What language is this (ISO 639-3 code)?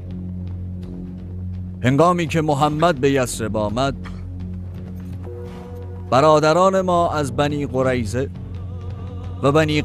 fas